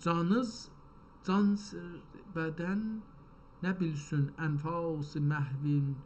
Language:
South Azerbaijani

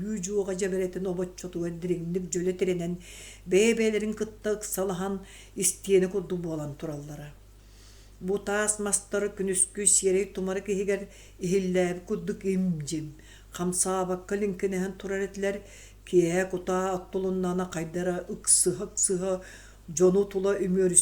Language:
Yakut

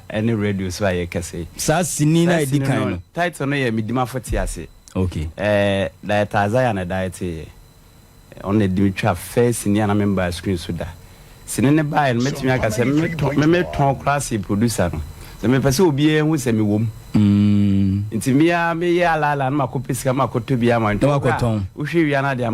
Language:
Akan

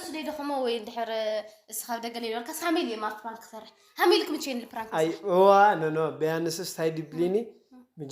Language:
Tigrinya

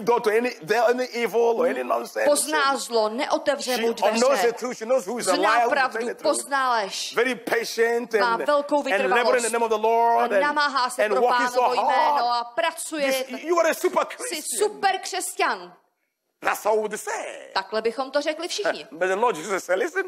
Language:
Czech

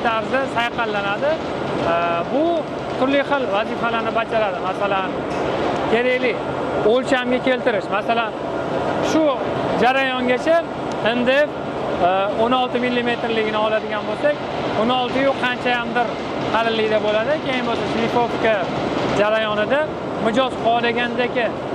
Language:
Uzbek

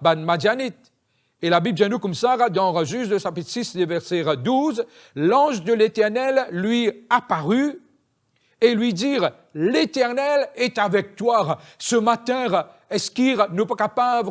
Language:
Morisyen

